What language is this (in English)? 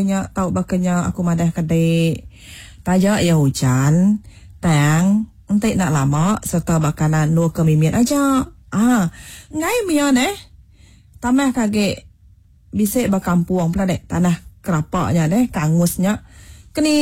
Iban